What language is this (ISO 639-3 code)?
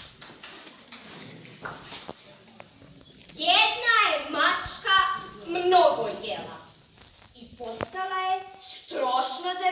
hrv